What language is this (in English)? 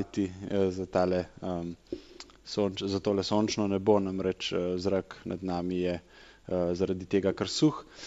Slovenian